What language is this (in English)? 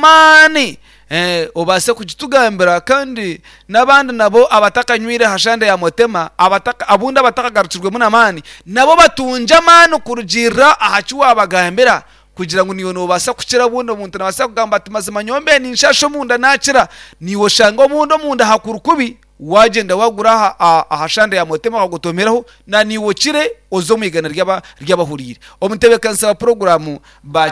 Nyankole